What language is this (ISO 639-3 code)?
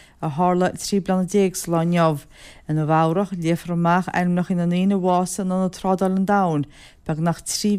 gle